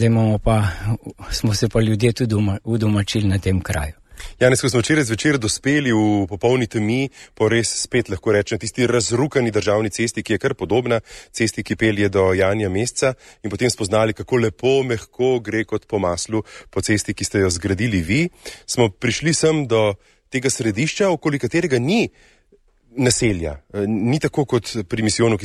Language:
Slovenian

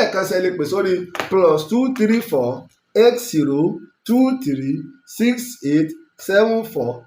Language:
Yoruba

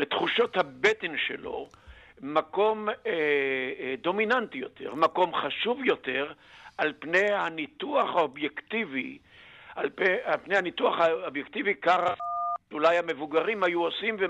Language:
Hebrew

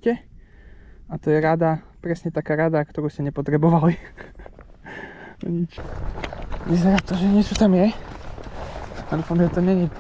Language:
Slovak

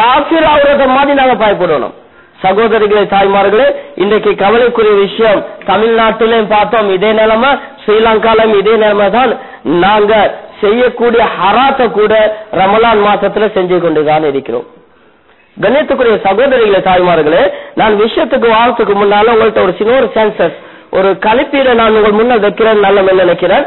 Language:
Tamil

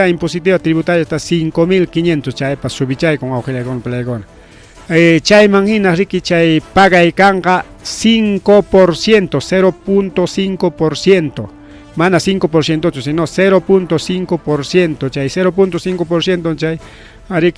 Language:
Ayacucho Quechua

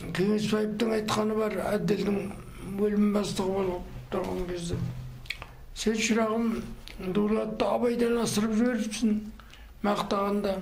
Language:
Kazakh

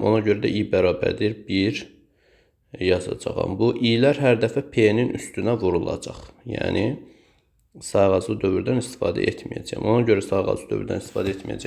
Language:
Azerbaijani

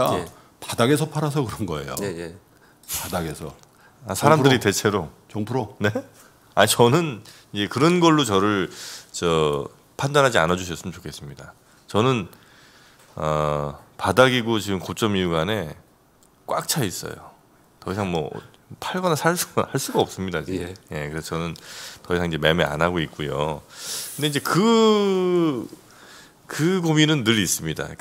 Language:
Korean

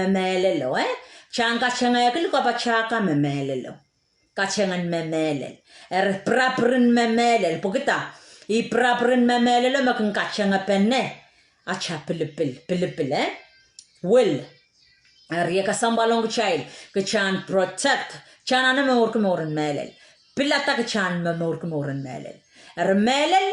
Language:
Pohnpeian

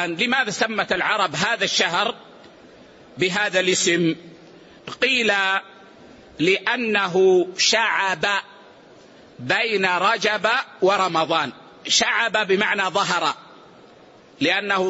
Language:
Arabic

